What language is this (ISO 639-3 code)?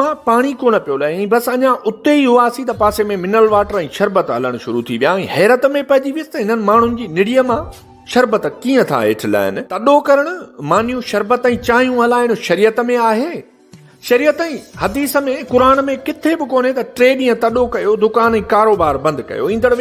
snd